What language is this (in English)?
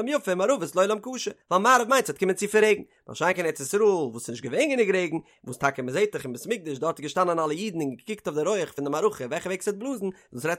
Yiddish